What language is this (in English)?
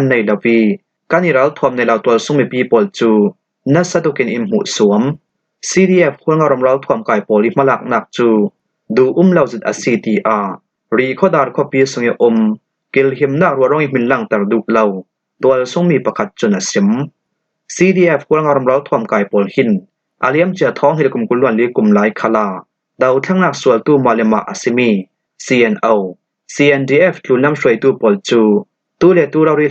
Falam Chin